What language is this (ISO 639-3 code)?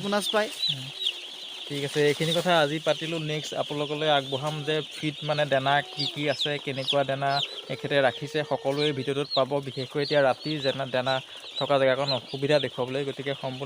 asm